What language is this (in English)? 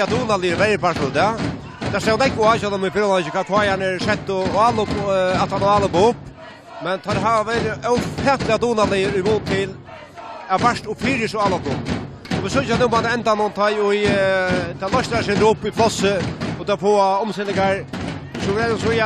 Faroese